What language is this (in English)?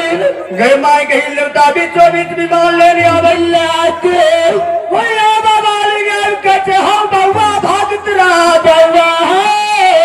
Maithili